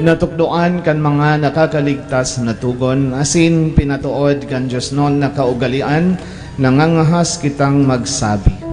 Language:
Bikol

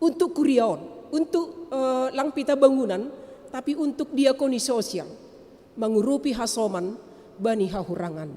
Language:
Batak Simalungun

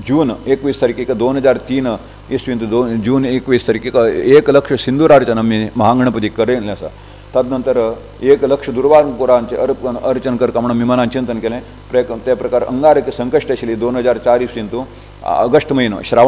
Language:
Konkani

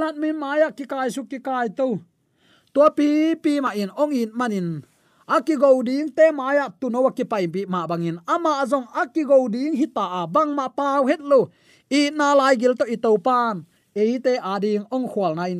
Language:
Tedim Chin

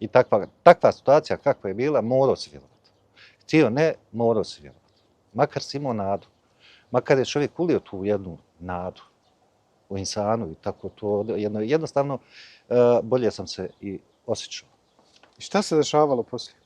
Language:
Bosnian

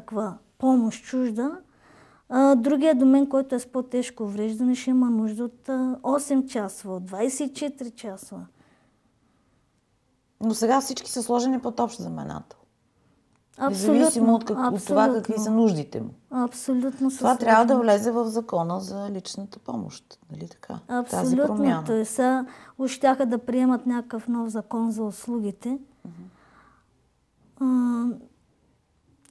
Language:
Bulgarian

